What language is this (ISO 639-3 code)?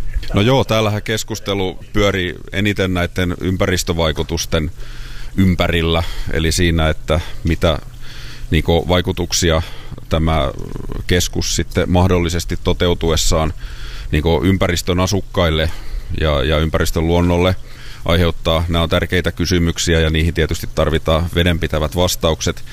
fin